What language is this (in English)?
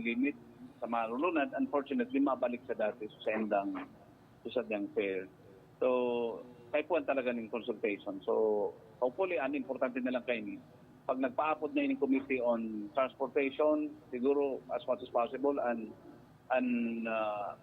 Bikol